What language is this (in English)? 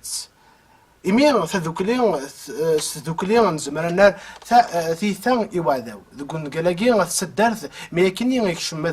Kabyle